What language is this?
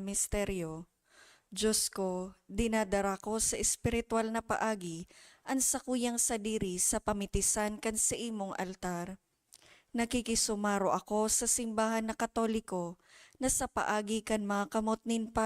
Bikol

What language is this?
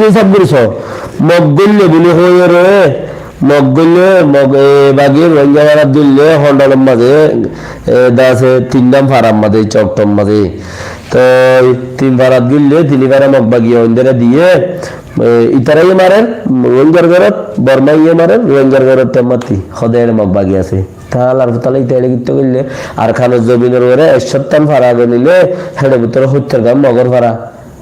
Rohingya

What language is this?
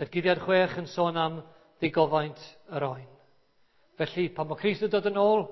Welsh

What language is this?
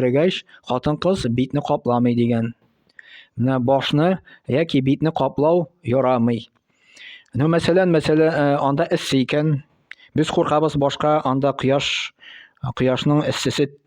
Tatar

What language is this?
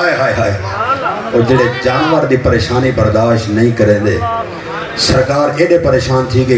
Saraiki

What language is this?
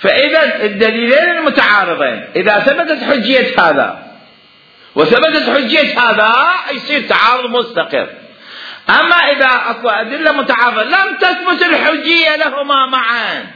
Mesopotamian Arabic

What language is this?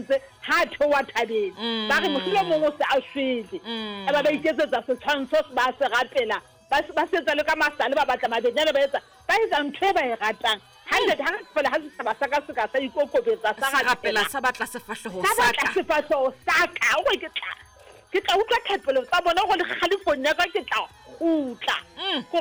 Southern Sotho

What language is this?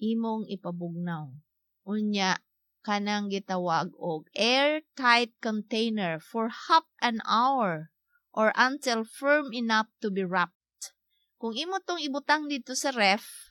Cebuano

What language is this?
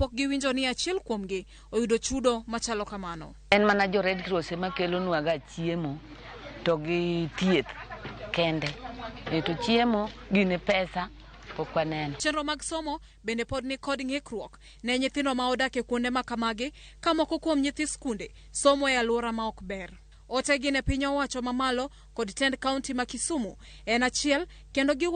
Luo (Kenya and Tanzania)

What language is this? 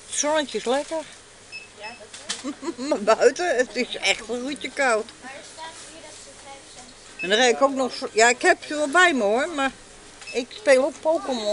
Dutch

